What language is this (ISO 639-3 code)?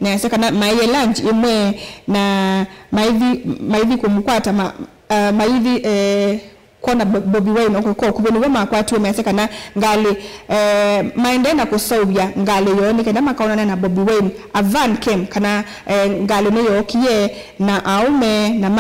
kam